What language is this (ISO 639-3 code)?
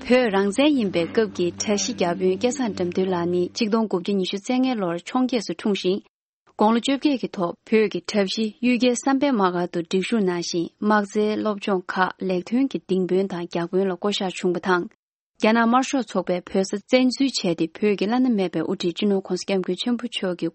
bod